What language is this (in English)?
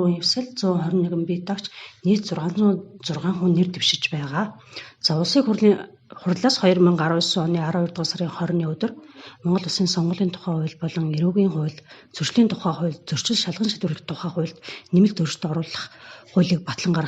Mongolian